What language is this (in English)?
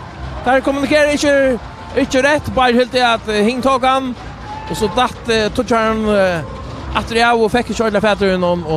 Faroese